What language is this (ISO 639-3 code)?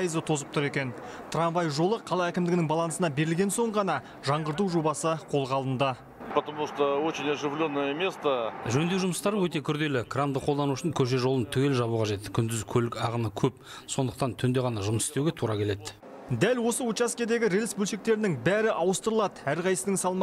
kaz